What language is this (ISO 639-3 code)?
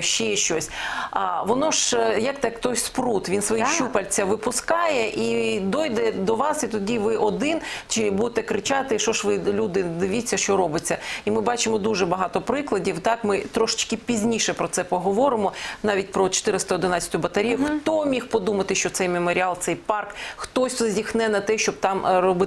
ukr